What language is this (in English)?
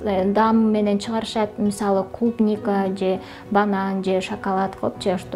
Kyrgyz